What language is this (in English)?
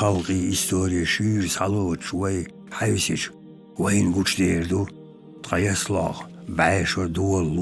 Chechen